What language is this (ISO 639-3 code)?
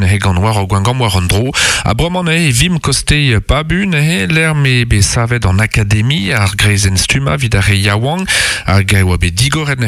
bre